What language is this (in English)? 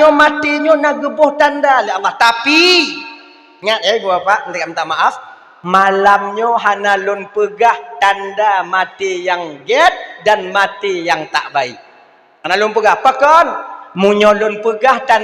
Achinese